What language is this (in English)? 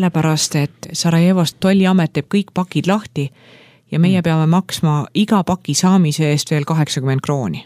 Estonian